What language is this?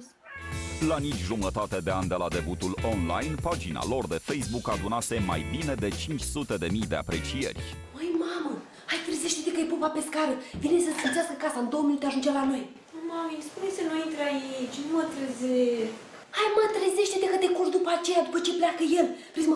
Romanian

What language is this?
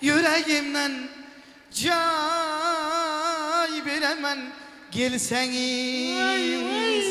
Kara-Kalpak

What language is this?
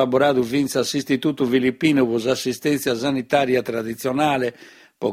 Sardinian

